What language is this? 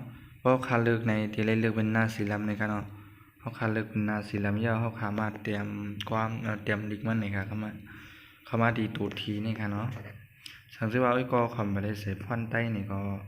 Shan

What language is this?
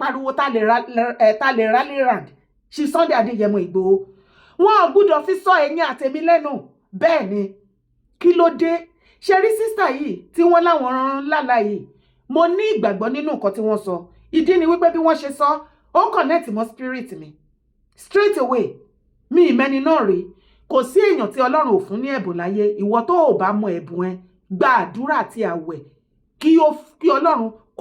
Yoruba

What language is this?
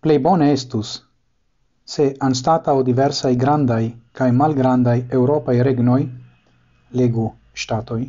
Esperanto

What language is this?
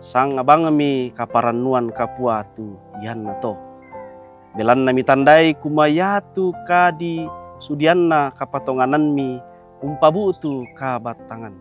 Toraja-Sa'dan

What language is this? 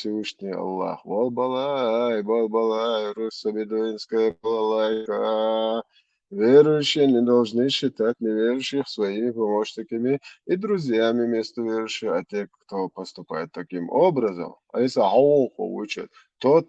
Chechen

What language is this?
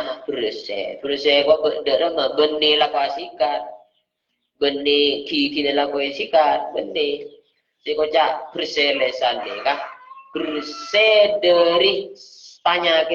Madurese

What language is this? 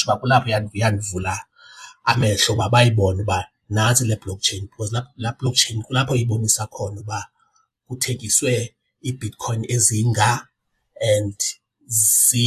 Xhosa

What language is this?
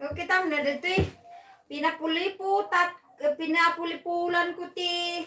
Iloko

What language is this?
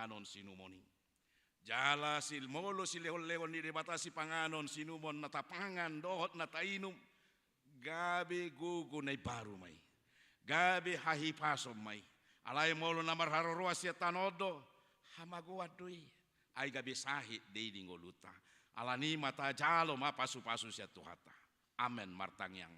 Batak Toba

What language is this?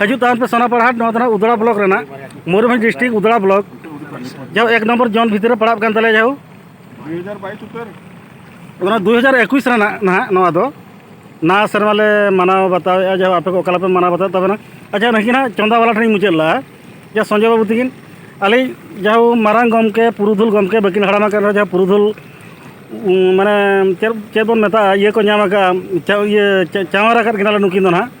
Santali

